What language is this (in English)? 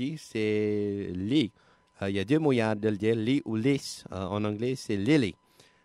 Cajun French